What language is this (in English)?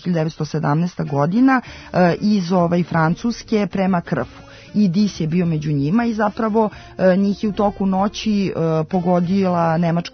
Serbian